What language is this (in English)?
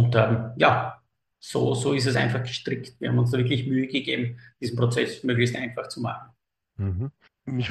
German